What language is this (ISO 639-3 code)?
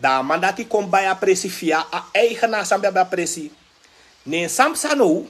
srn